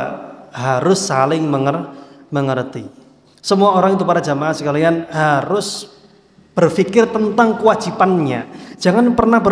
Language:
Indonesian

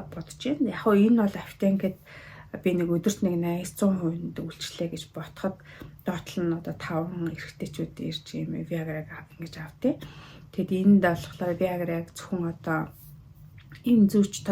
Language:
Mongolian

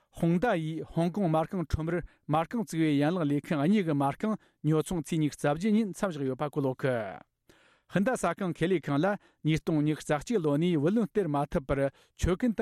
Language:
Tibetan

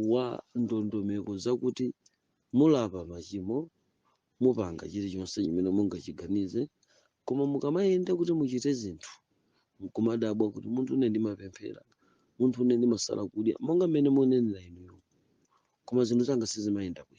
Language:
Nyanja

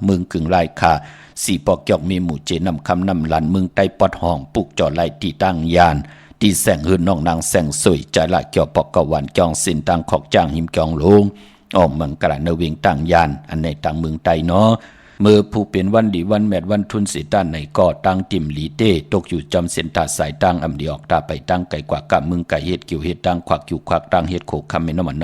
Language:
Shan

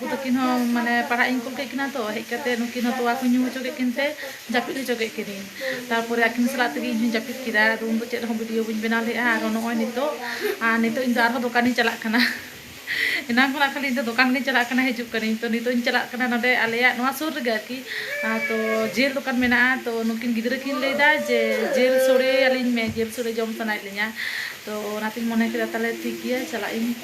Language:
Santali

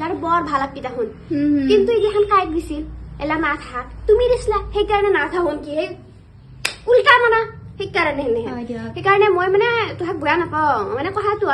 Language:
Assamese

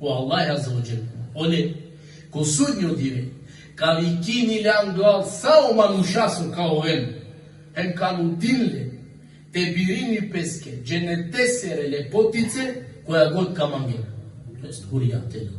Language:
Balkan Romani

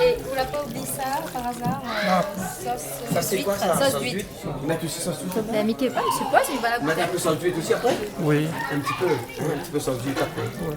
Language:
Réunion Creole French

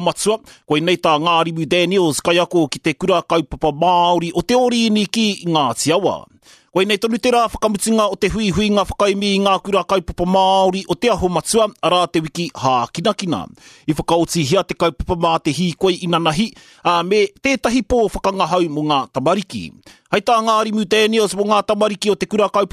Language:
Māori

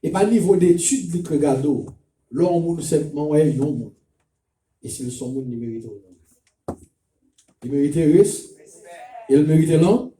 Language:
Haitian Creole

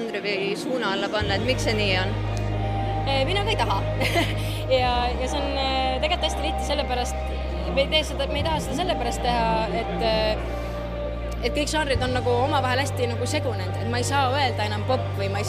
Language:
Estonian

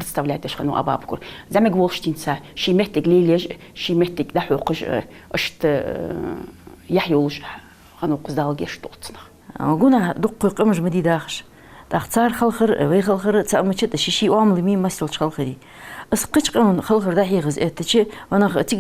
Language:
Ingush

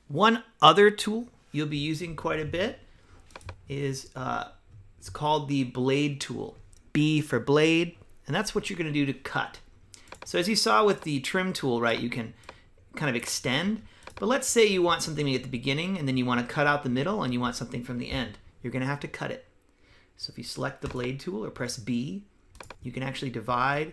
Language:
English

